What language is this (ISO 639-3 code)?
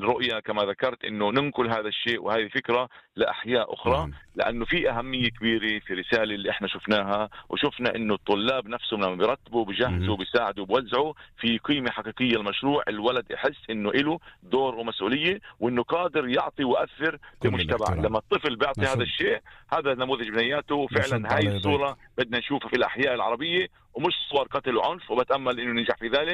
apc